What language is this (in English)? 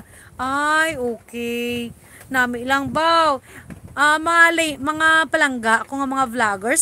Hiligaynon